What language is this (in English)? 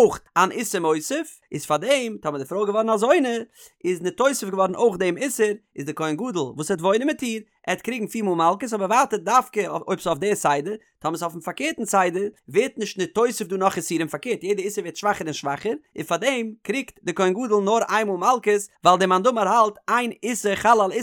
Yiddish